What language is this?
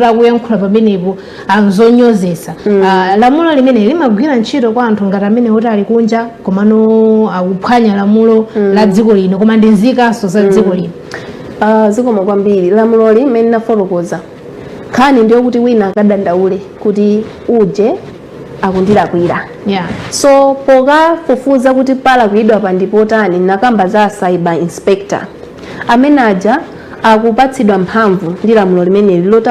Nyanja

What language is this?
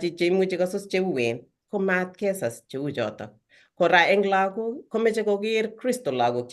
Kalenjin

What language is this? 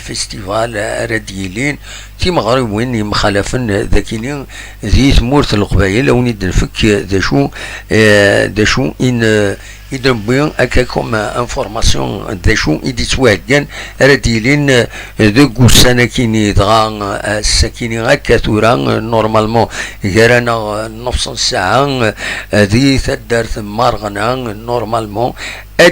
Kabyle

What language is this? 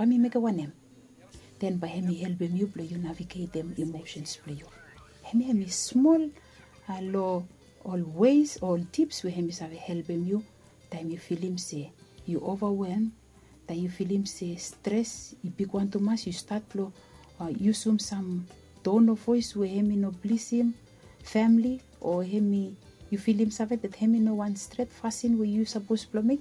Bislama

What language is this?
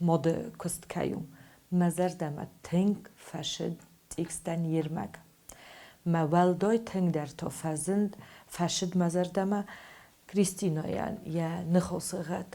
Ossetic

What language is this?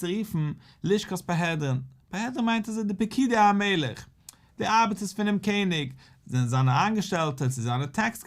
Yiddish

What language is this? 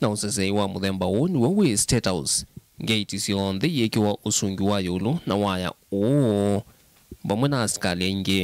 Kamba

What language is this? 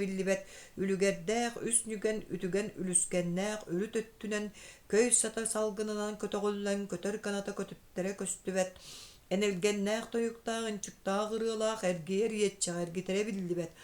Yakut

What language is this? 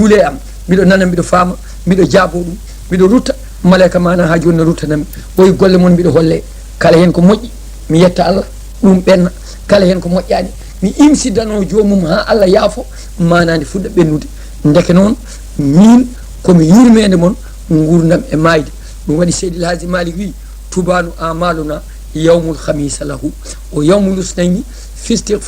Fula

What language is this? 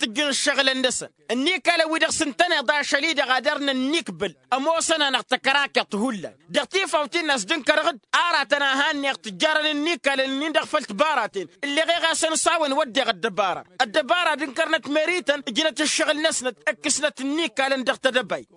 Tamasheq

